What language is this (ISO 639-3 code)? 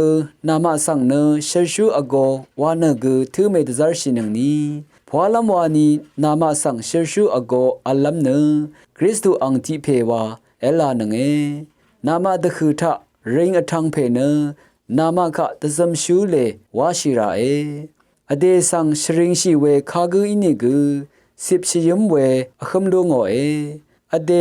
raw